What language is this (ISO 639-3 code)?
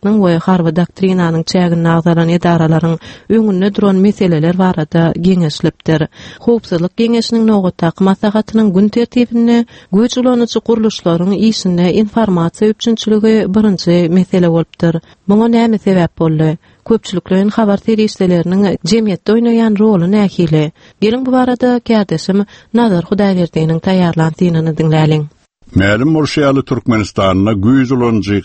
tuk